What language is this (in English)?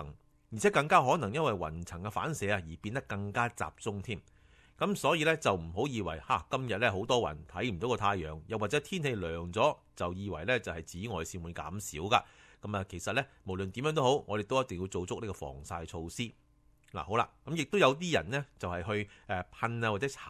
Cantonese